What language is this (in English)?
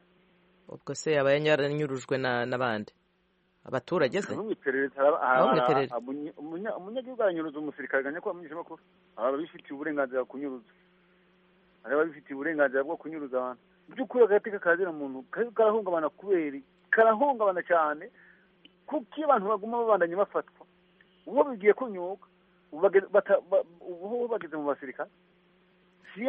Kinyarwanda